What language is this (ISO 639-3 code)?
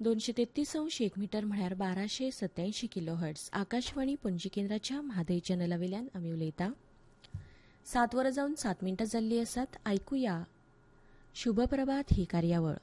kok